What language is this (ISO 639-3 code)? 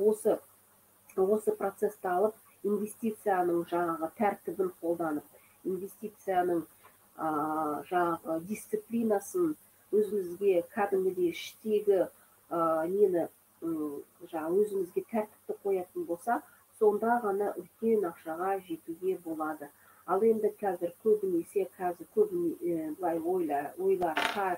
kaz